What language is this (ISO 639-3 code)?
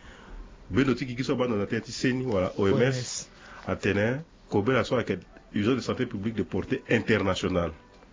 sag